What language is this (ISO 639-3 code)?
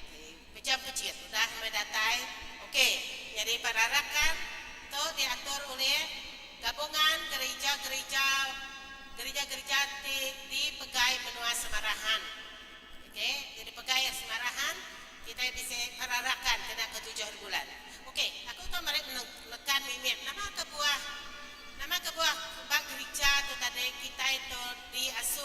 iba